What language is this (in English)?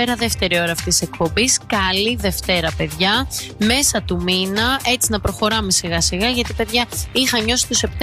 Greek